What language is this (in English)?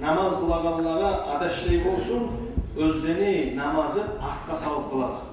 Kumyk